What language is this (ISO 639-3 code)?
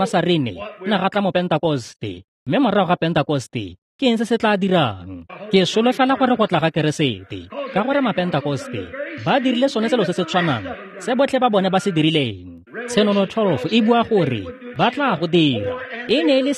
tsn